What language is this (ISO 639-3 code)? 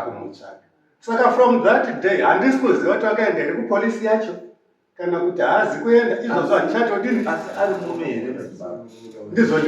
sna